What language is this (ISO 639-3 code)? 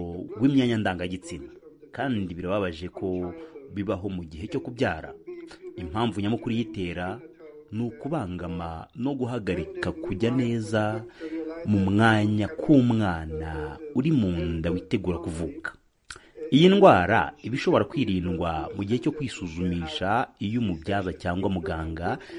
kin